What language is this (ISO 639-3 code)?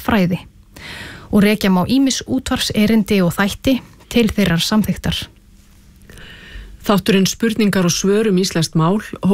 isl